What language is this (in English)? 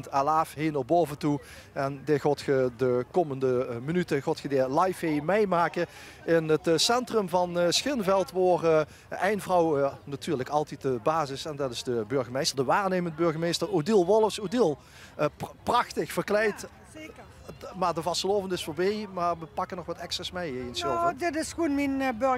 Limburgish